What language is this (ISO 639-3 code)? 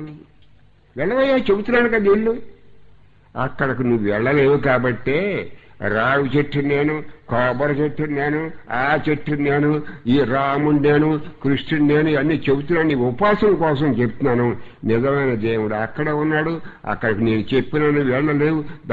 tel